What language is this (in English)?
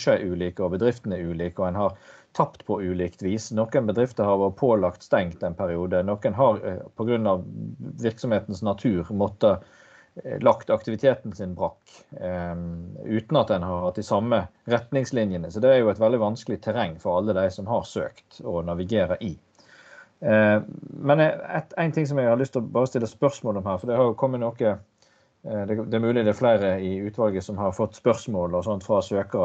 Norwegian